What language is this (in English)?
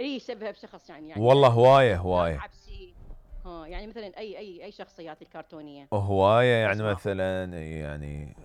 Mesopotamian Arabic